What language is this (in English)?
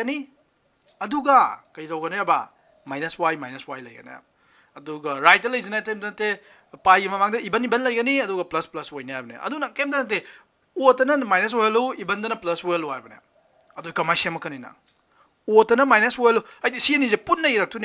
Manipuri